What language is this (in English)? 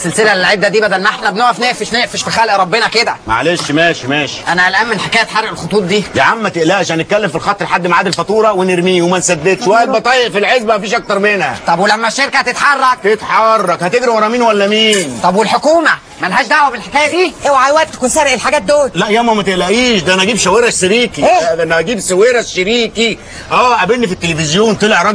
Egyptian Arabic